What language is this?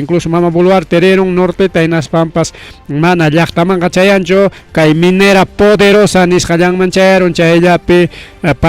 Ayacucho Quechua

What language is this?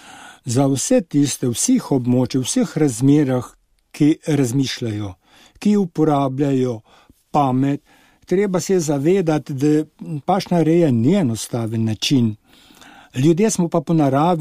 Slovenian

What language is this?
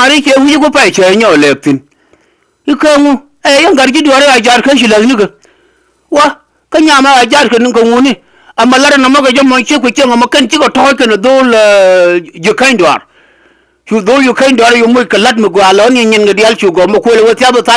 Nuer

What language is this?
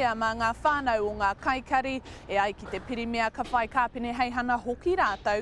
Māori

